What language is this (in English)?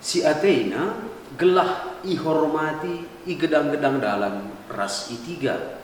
Batak Karo